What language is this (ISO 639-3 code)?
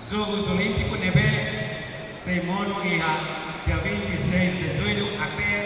tet